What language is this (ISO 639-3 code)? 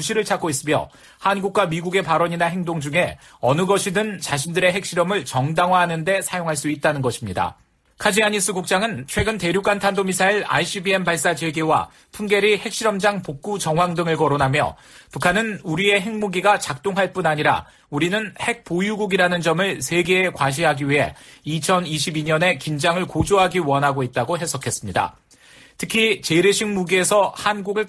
kor